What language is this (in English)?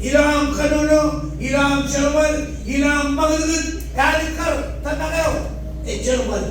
Marshallese